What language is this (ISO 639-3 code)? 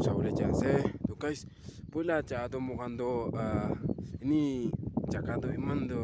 nag